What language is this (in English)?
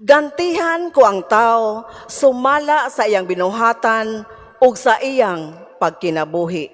Cebuano